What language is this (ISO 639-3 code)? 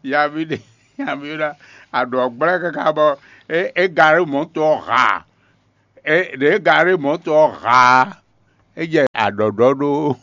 fon